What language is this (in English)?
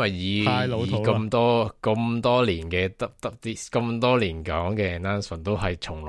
Cantonese